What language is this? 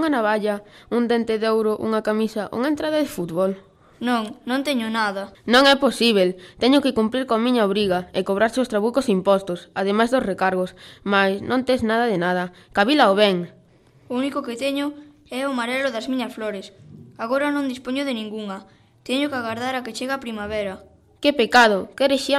Galician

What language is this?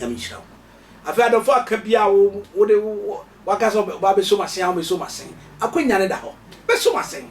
Akan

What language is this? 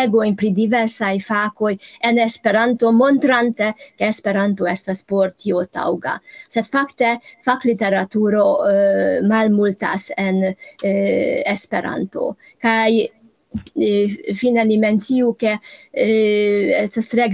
Esperanto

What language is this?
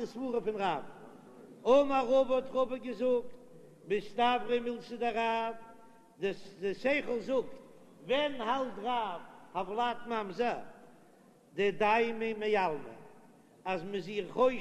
Yiddish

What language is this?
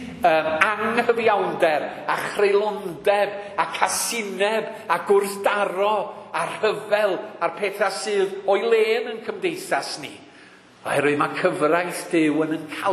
Welsh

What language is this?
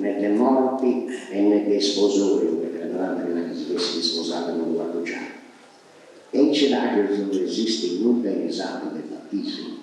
Sardinian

